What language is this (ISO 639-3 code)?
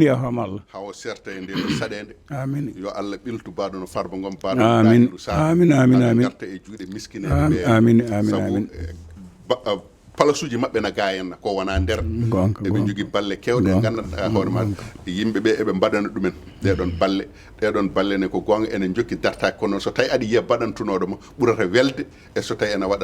ful